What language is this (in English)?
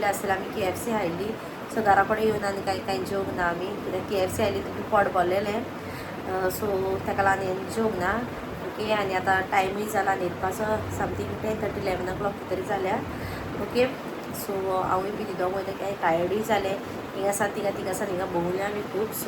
Konkani